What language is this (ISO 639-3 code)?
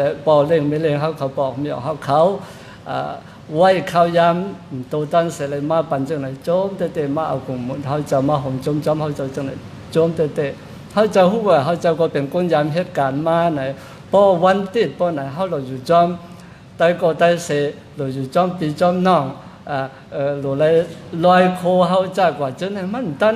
shn